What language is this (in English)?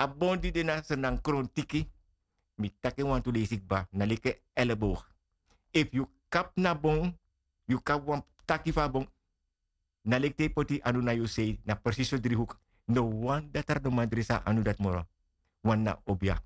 Sranan Tongo